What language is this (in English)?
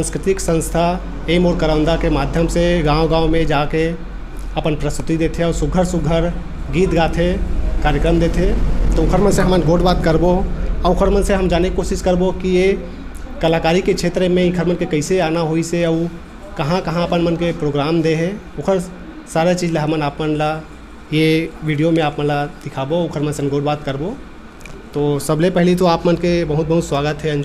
Chhattisgarhi